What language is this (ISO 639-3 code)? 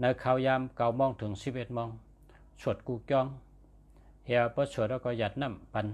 shn